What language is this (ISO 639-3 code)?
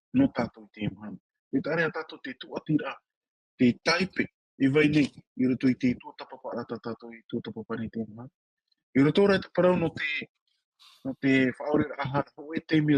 tah